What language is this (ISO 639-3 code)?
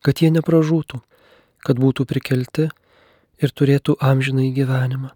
lit